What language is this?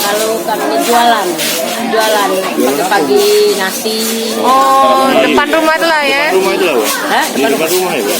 Musi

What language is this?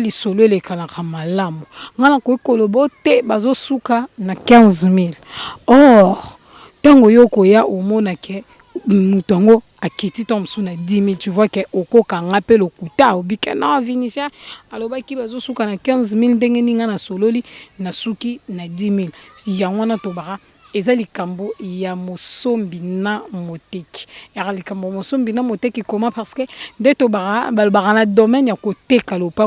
Lingala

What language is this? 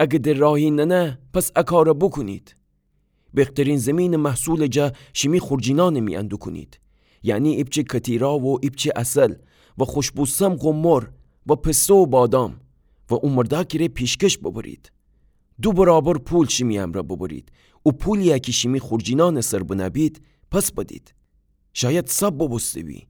Gilaki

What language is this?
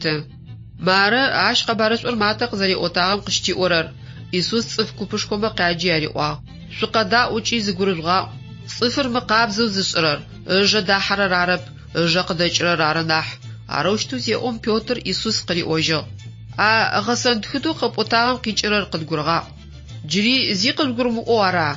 Adyghe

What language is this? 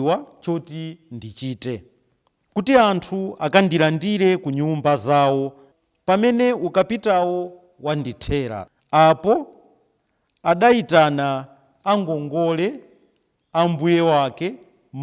Nyanja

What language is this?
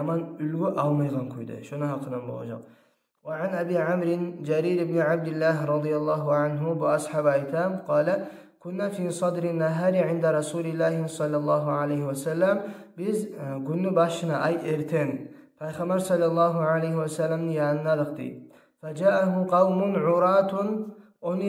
Kumyk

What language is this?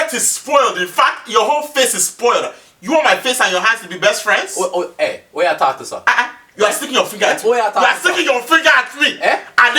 Jamaican Creole English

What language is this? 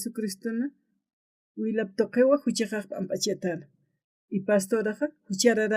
Aymara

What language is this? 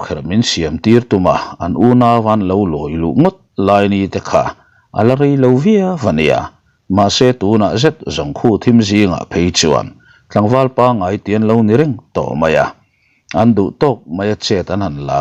Mizo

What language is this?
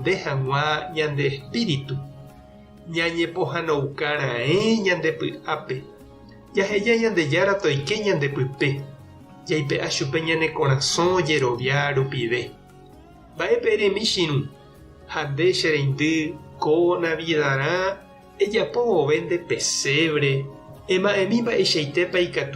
Guarani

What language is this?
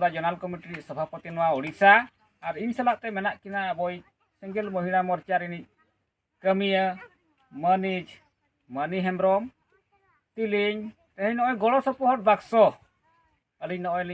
Santali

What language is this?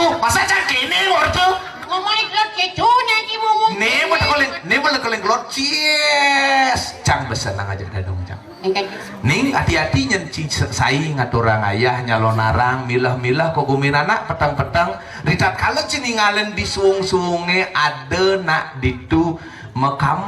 Balinese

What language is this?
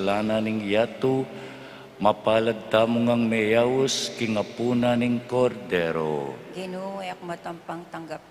Pampanga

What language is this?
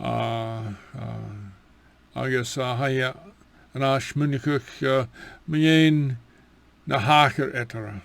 Scottish Gaelic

